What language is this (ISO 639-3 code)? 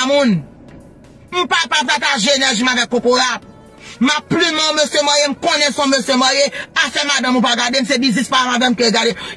hat